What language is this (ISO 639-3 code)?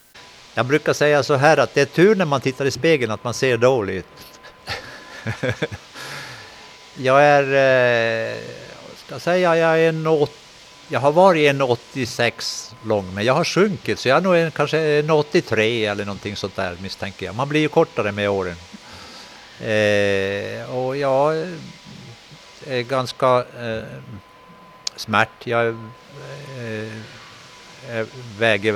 swe